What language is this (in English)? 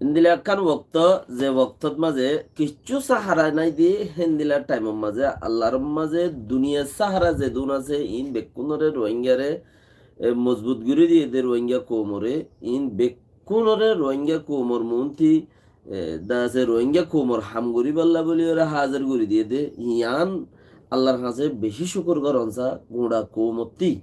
Rohingya